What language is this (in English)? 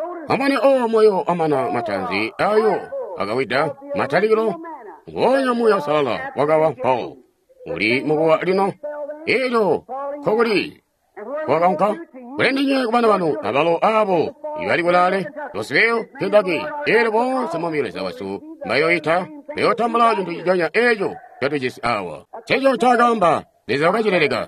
Tonga (Zambia)